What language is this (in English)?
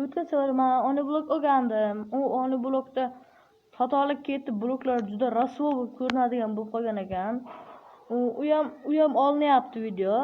Uzbek